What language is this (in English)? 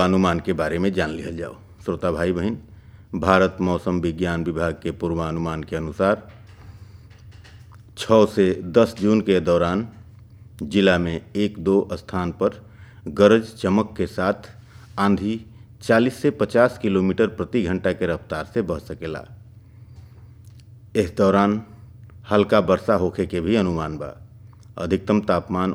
Bhojpuri